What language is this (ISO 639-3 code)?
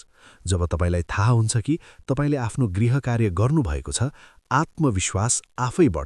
nep